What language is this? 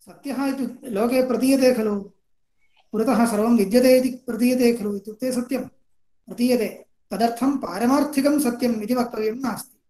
Sanskrit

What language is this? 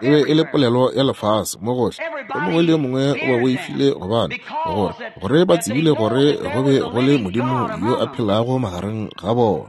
Northern Sotho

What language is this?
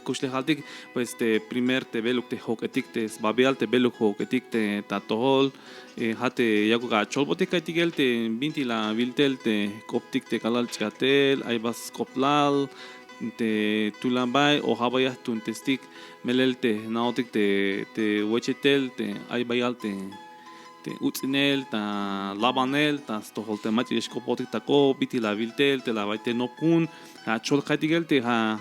Tzeltal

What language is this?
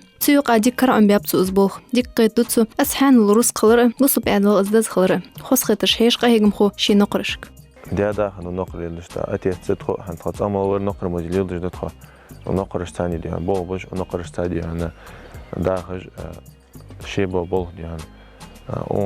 Ingush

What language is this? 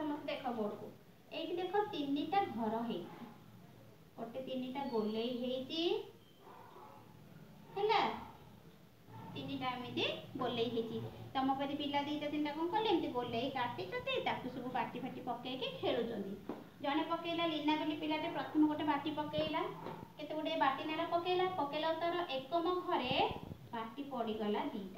Odia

